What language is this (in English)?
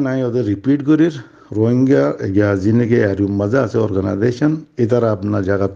Rohingya